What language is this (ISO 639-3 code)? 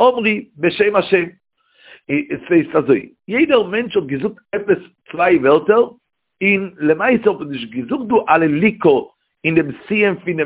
yid